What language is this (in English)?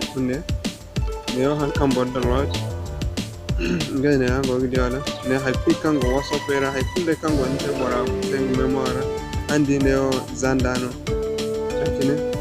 Zarma